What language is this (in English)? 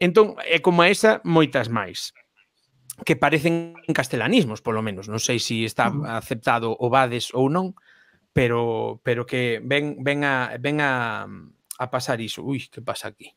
Galician